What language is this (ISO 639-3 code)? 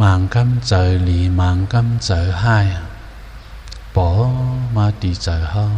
shn